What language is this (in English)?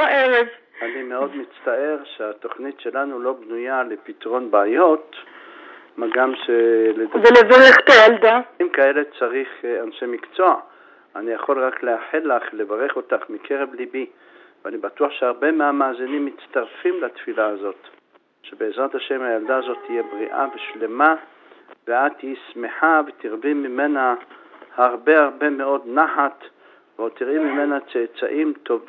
Hebrew